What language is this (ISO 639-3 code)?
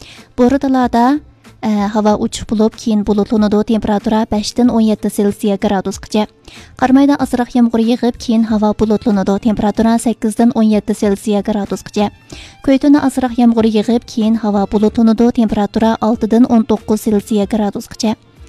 uig